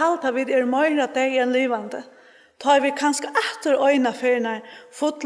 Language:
Faroese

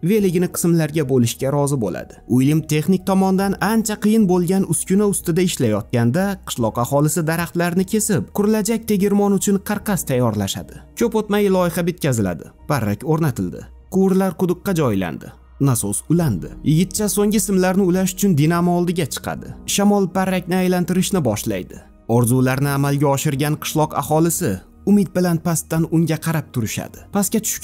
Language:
Uzbek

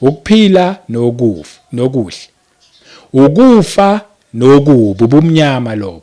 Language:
Zulu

